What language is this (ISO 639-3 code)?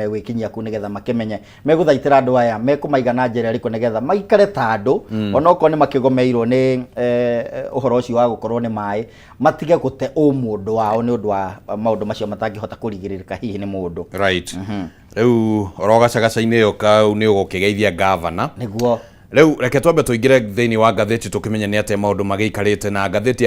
kik